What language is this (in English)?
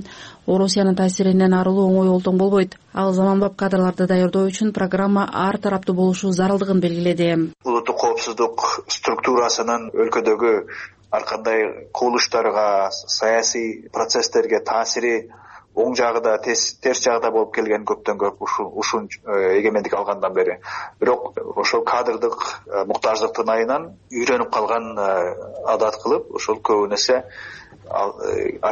Kyrgyz